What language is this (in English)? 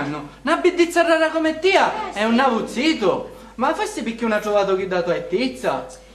Sicilian